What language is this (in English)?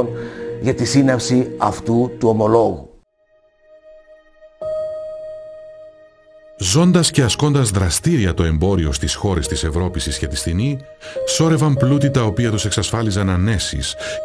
Greek